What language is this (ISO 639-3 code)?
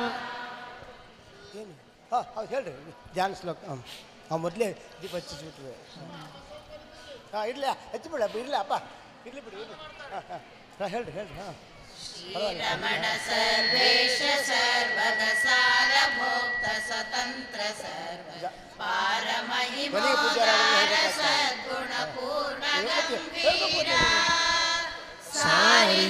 kan